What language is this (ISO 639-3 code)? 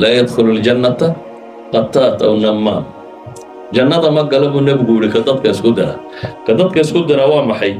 som